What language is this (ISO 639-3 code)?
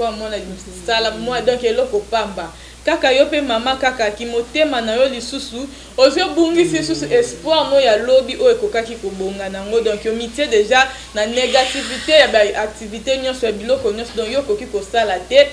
lin